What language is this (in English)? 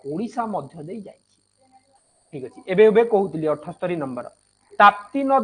Odia